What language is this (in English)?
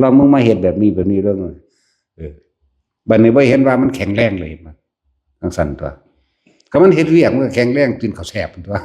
Northeastern Thai